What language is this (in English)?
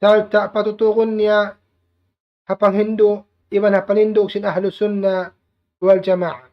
Tausug